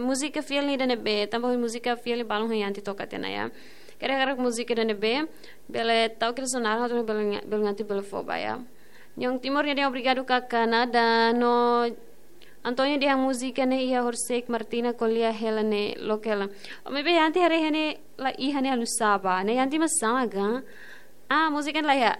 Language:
Tetum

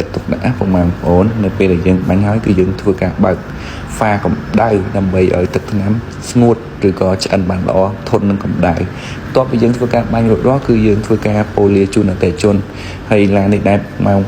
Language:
Khmer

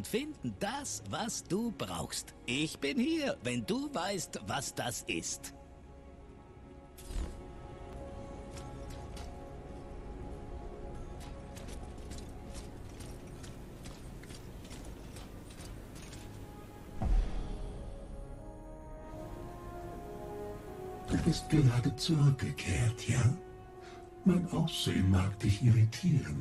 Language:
German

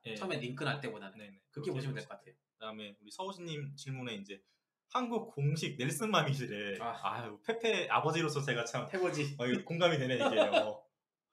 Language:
Korean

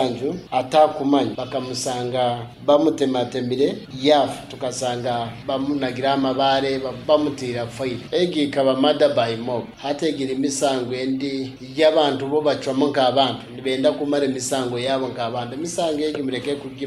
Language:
Nyankole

